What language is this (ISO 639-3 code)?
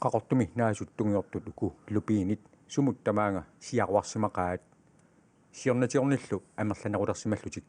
kal